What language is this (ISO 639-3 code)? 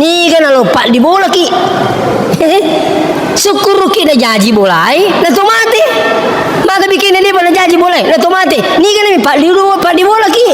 bug